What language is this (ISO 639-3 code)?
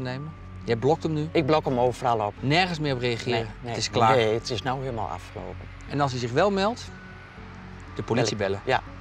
nld